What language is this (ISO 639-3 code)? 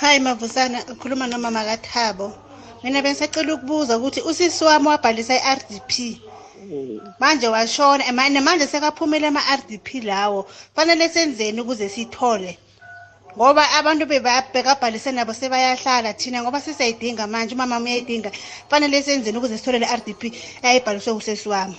nbl